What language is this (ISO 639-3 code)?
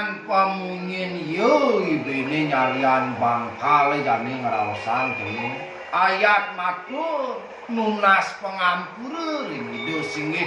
ban